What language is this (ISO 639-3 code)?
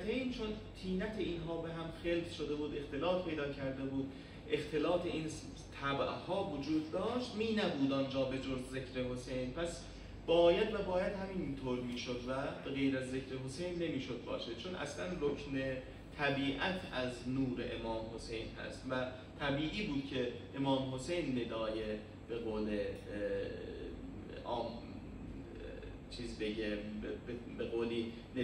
fas